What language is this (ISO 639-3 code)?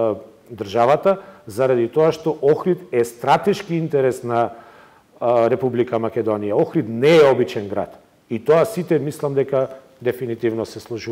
mkd